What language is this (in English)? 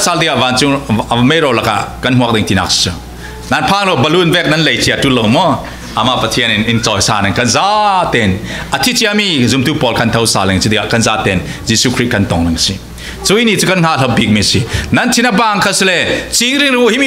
Falam Chin